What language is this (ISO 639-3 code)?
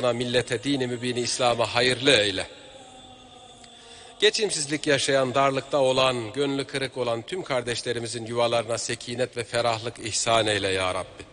tur